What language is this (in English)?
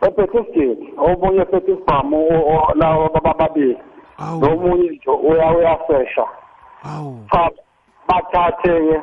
South Ndebele